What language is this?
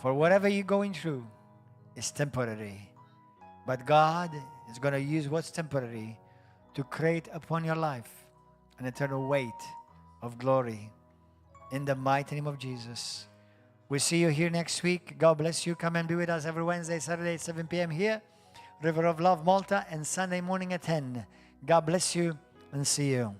English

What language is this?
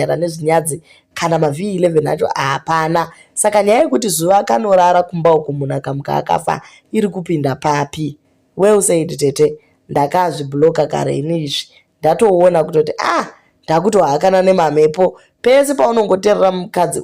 Shona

